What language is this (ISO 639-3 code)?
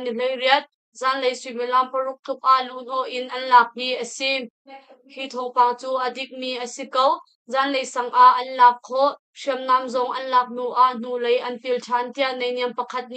cnh